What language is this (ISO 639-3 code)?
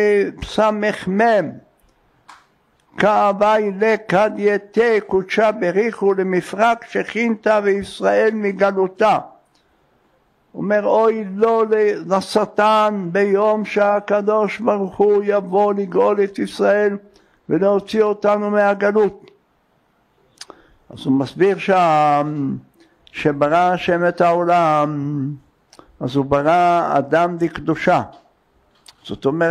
heb